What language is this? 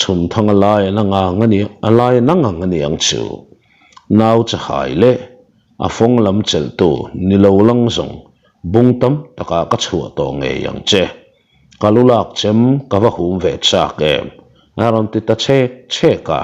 Mizo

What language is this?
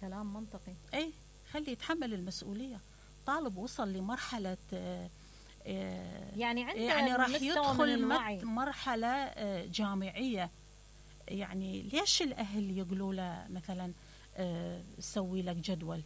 Mesopotamian Arabic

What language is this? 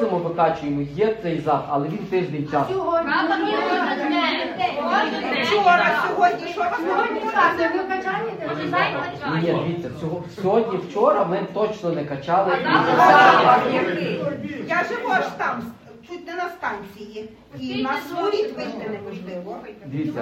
Ukrainian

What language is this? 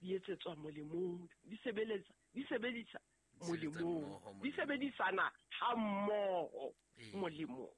Southern Sotho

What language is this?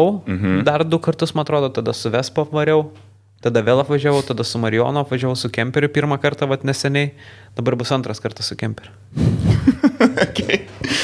Lithuanian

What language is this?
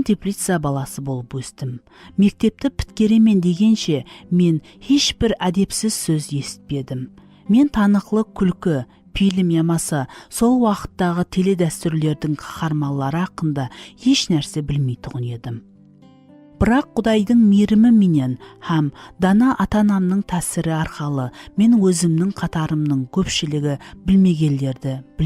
Kara-Kalpak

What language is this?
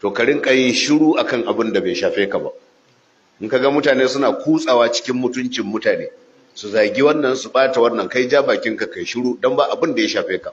Hausa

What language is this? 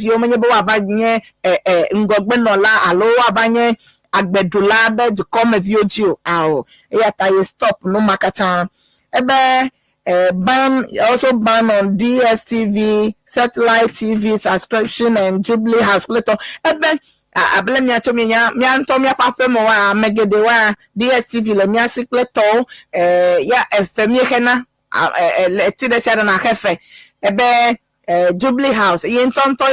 Ewe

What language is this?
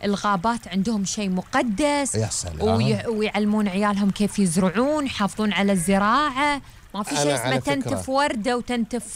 Gulf Arabic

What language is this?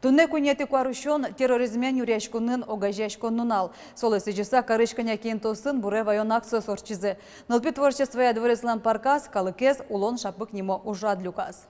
Udmurt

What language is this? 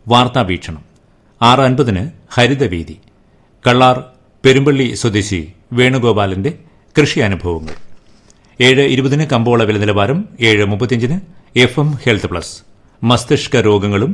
Malayalam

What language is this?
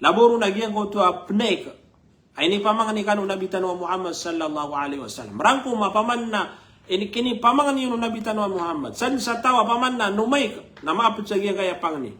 Maranao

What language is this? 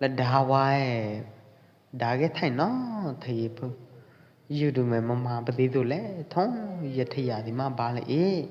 Pwo Eastern Karen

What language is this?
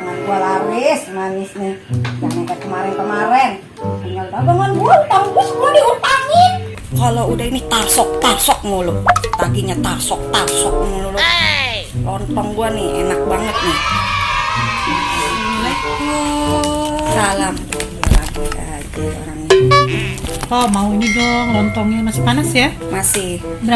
Betawi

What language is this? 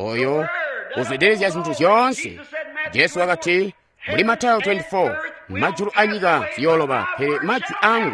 Tonga (Zambia)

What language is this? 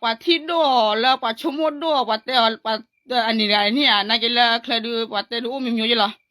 S'gaw Karen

